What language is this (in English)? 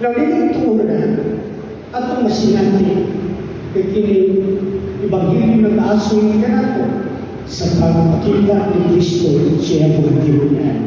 Cebuano